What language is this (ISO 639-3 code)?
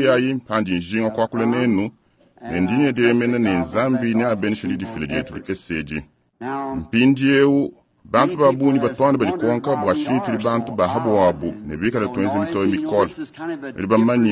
lua